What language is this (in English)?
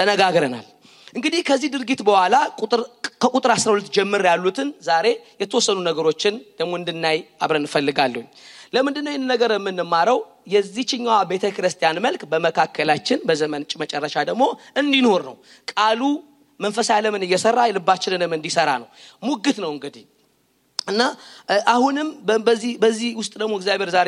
Amharic